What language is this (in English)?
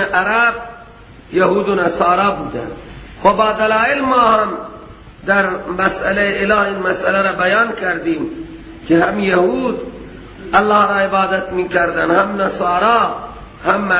Persian